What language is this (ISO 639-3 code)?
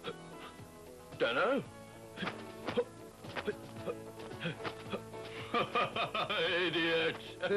eng